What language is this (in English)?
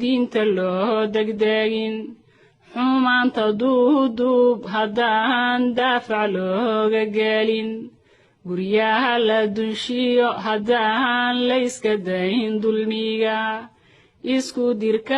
Somali